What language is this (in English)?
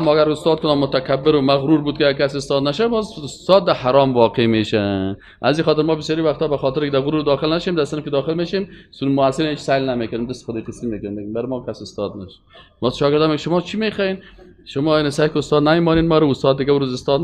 Persian